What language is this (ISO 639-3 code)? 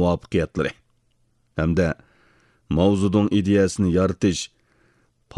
uig